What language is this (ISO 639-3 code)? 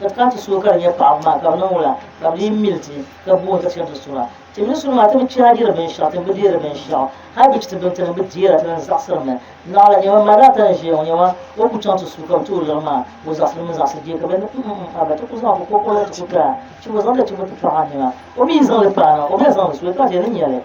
dag